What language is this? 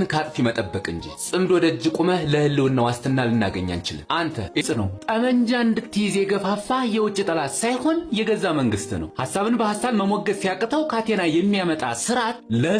Amharic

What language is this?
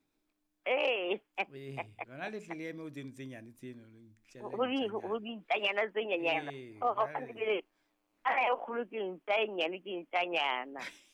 Southern Sotho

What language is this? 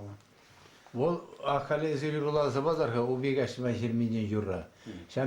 Chuvash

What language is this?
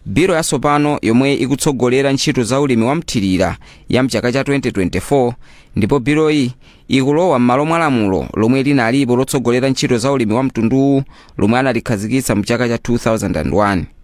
Nyanja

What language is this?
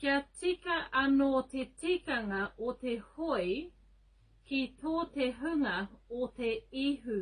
Māori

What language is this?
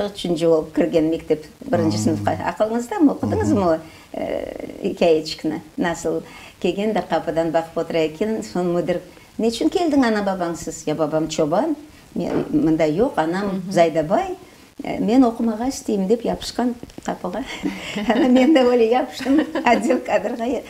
Crimean Tatar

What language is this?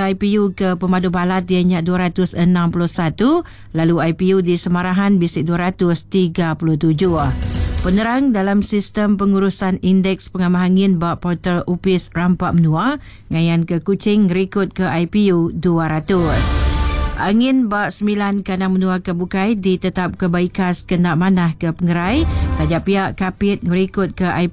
Iban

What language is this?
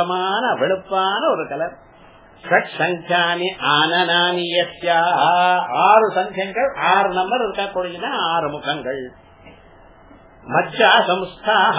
Tamil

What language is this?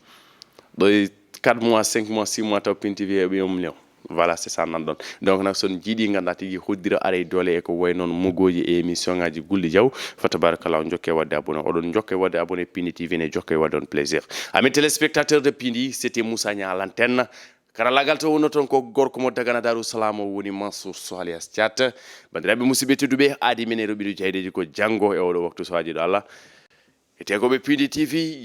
Fula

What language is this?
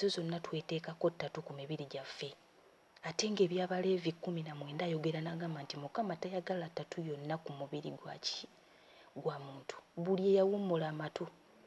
Ganda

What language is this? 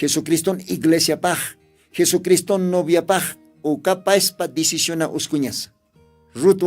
Aymara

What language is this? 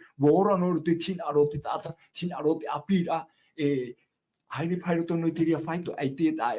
Tahitian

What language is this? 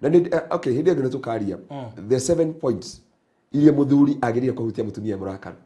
Kikuyu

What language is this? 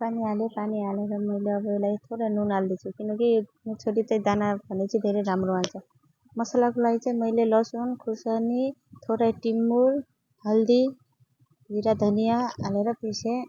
Nepali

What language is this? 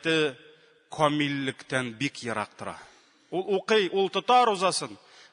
Tatar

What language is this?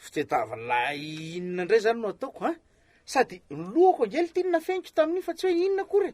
Malagasy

